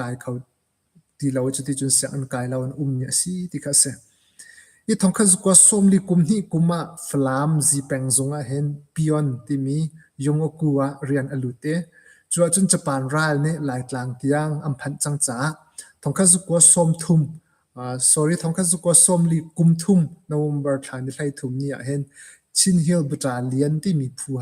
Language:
Hakha Chin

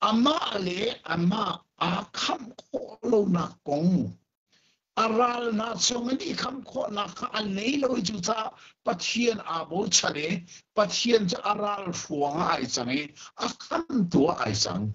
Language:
Hakha Chin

